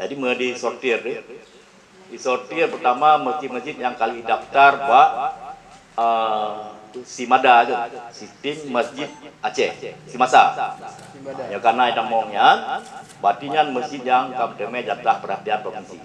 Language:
Achinese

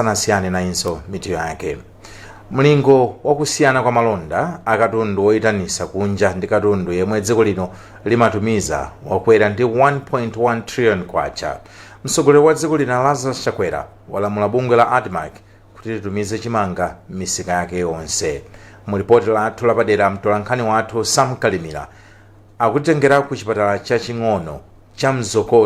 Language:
Nyanja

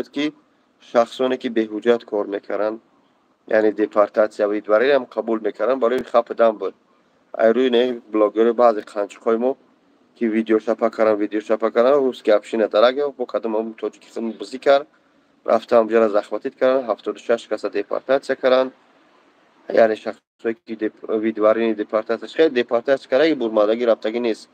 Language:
Tajik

